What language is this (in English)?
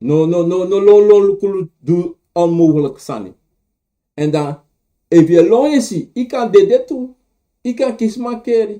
Sranan Tongo